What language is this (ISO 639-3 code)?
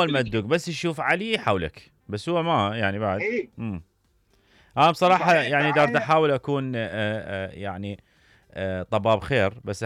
acm